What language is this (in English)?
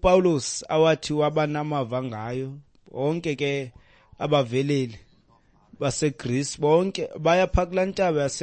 Xhosa